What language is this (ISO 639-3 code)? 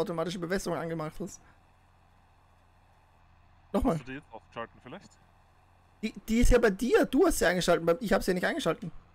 deu